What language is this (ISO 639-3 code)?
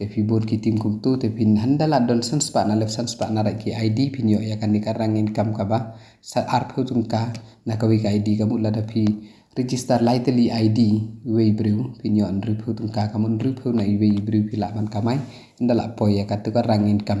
kha